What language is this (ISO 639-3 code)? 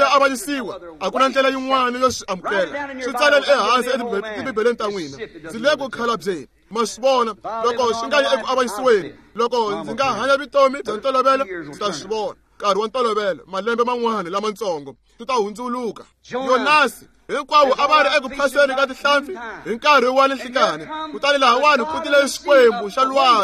tso